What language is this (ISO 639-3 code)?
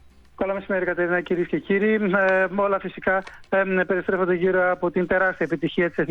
ell